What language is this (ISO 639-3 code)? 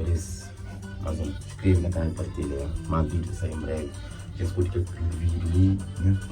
kea